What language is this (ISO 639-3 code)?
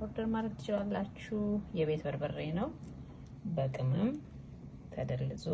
amh